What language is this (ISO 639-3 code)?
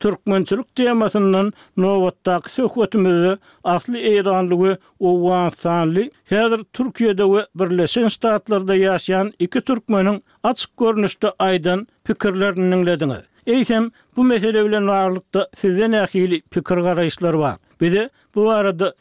tuk